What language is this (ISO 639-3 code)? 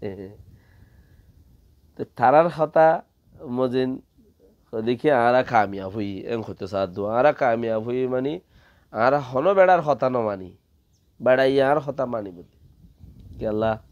rhg